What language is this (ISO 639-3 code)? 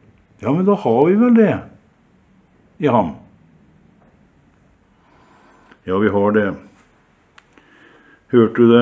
nor